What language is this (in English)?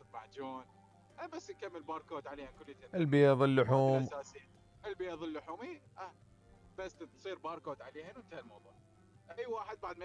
Mesopotamian Arabic